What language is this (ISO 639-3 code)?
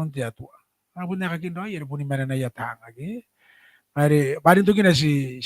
gil